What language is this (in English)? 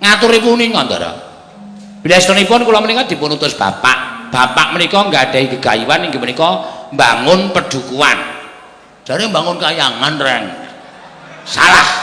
Javanese